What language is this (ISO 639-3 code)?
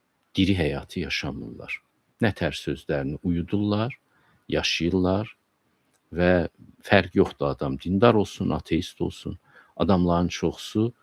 aze